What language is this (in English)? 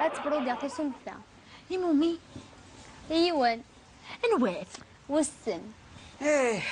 Kabyle